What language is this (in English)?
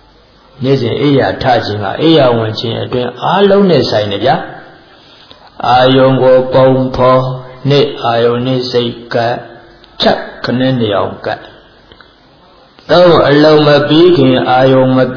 Burmese